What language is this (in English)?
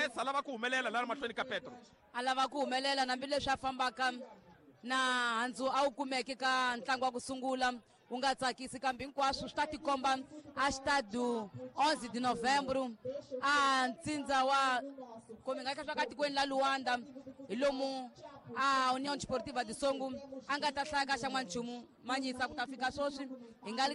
Tsonga